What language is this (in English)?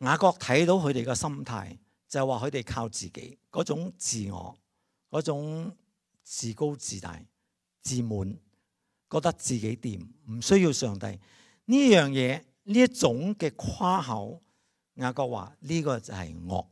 Cantonese